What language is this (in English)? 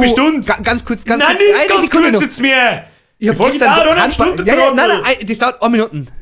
Bavarian